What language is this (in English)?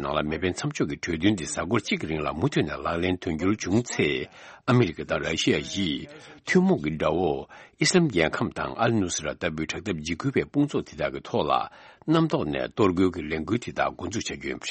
Tibetan